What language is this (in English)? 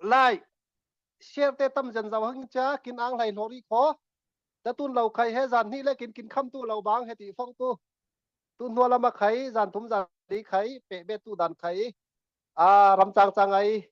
Falam Chin